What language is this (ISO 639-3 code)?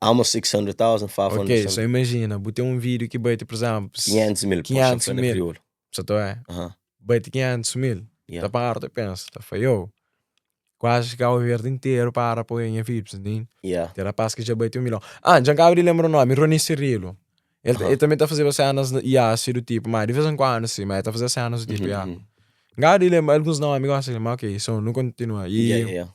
kea